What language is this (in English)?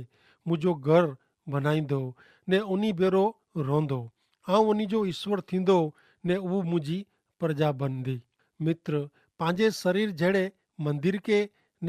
Kachhi